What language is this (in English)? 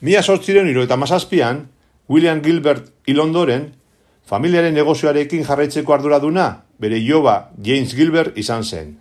Basque